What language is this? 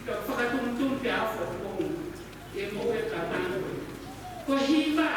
Tongan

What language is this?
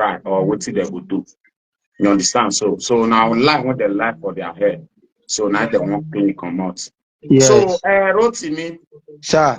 Nigerian Pidgin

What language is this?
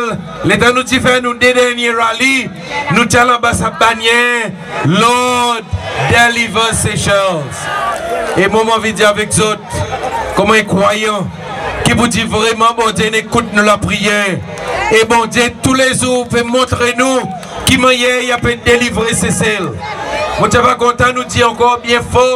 Seselwa Creole French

